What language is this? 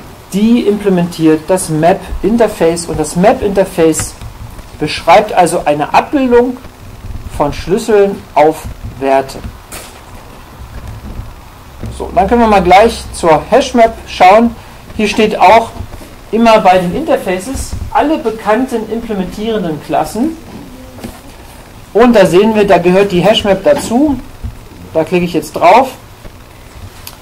German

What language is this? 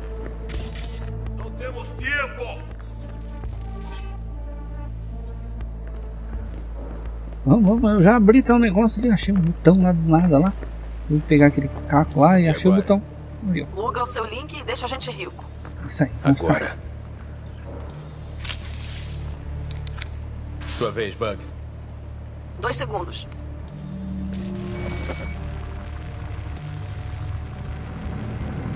Portuguese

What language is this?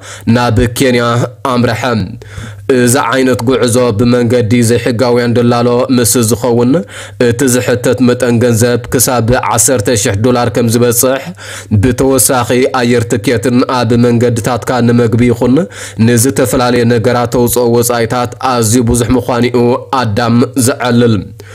Tigrinya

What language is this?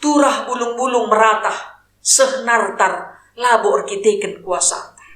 Batak Karo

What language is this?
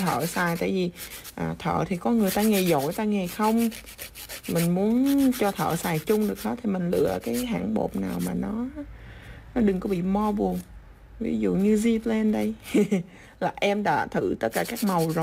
Vietnamese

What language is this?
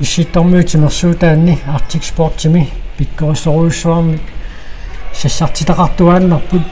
Kalaallisut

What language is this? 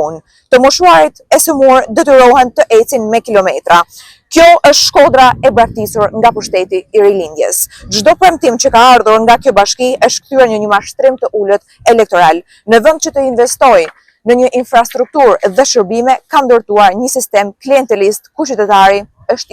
Albanian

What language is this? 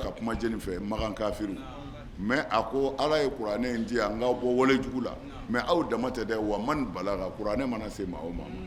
Bambara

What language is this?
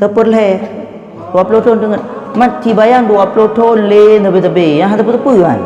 Achinese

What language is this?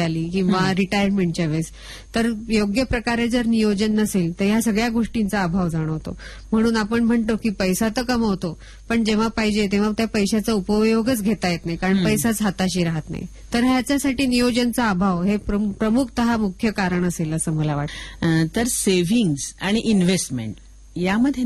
Marathi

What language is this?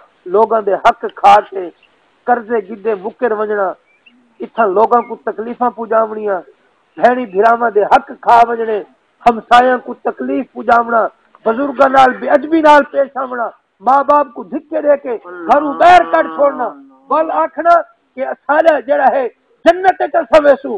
Saraiki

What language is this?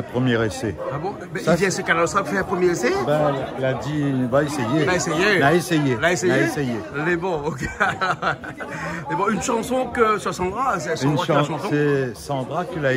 Réunion Creole French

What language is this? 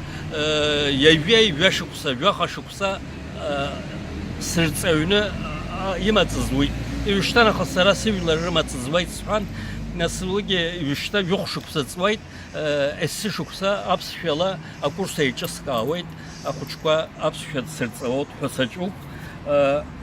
Abkhazian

